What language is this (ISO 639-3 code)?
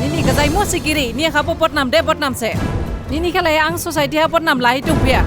dis